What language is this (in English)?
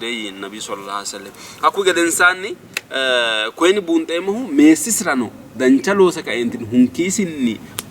Sidamo